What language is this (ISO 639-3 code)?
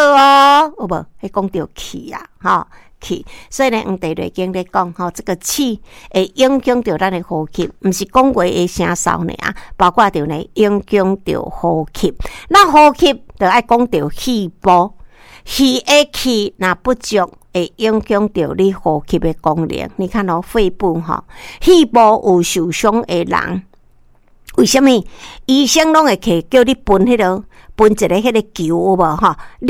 nan